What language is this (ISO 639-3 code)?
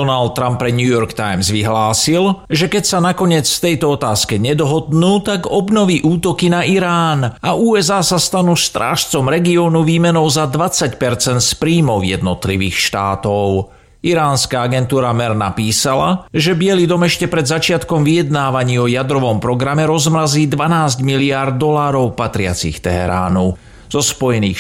slk